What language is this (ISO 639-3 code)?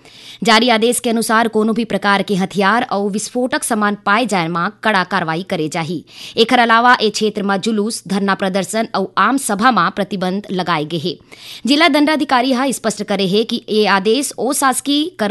hne